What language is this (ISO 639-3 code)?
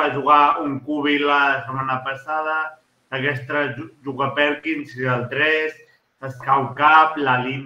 cat